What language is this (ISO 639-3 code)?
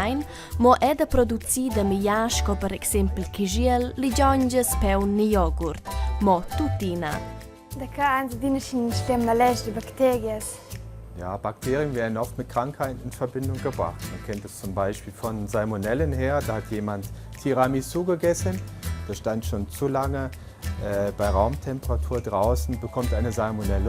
roh